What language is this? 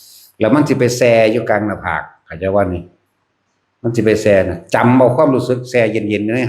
Northeastern Thai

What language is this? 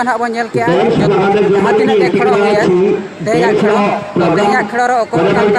Santali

